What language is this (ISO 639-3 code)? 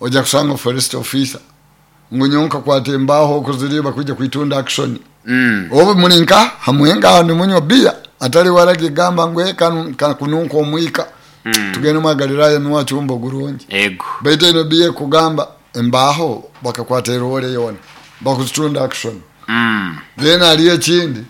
nyo